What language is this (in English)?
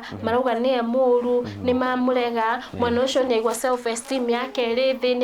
Kikuyu